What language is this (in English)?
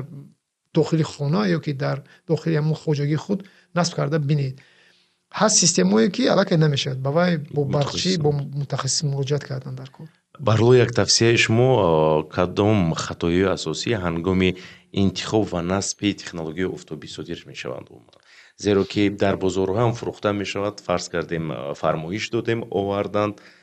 Tajik